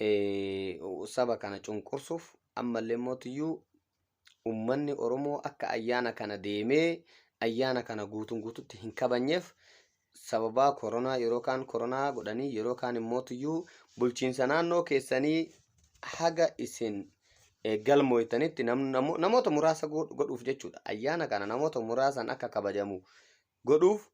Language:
Oromo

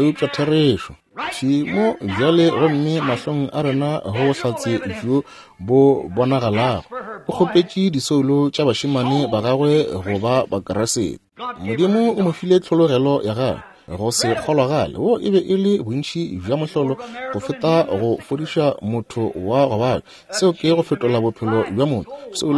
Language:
Northern Sotho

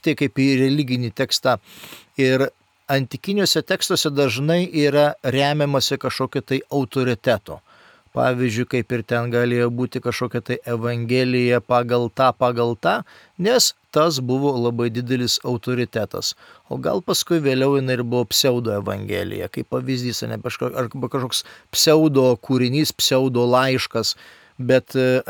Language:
Lithuanian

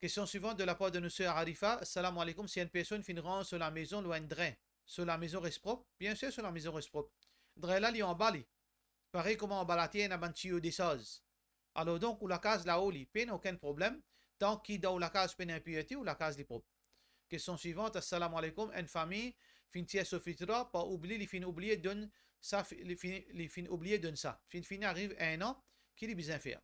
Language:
Morisyen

